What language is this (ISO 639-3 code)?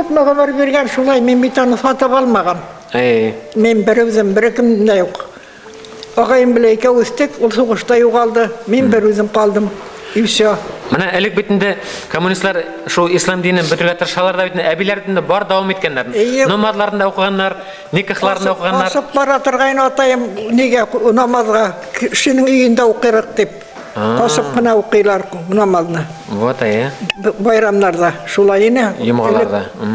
bak